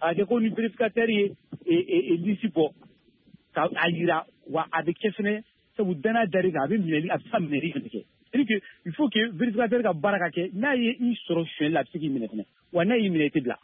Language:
Bambara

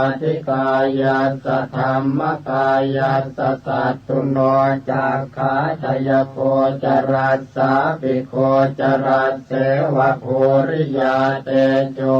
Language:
Pali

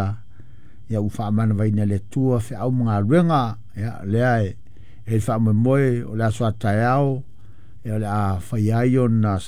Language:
Samoan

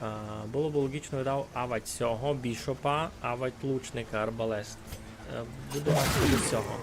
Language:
Rusyn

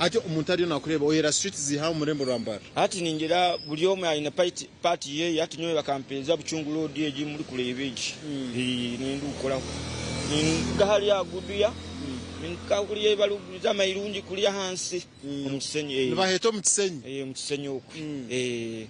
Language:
Nyankole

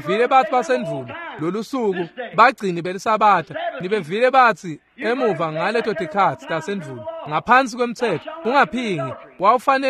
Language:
Swati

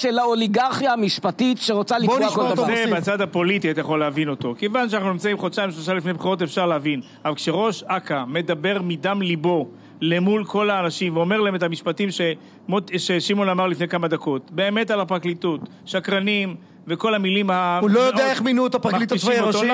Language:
Hebrew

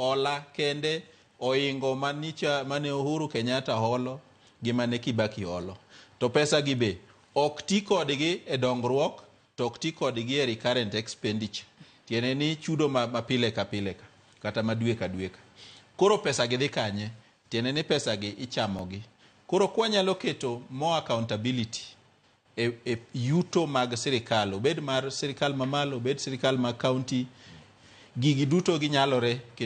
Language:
Luo (Kenya and Tanzania)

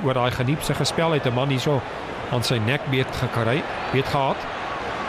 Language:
Afrikaans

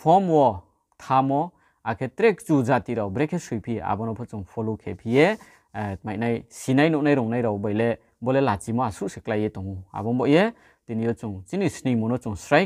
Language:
Riang (India)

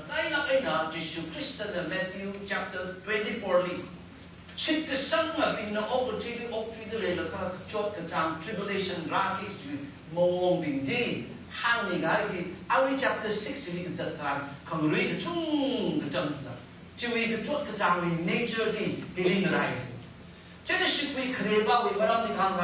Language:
Tangkhul Naga (India)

